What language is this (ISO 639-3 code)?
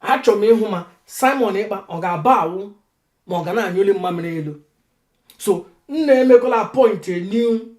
ibo